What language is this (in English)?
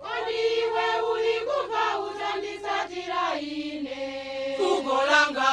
Nyanja